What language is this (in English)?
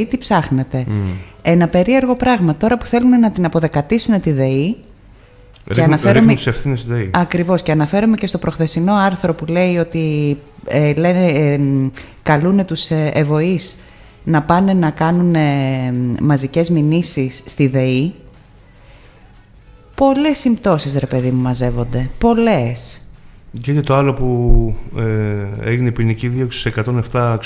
Greek